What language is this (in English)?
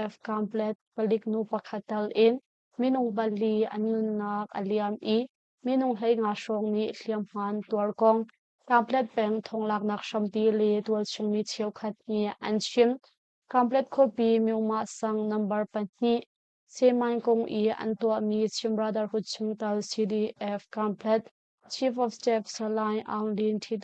Hakha Chin